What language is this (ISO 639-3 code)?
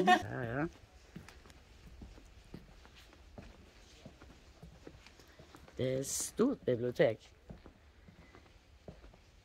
nor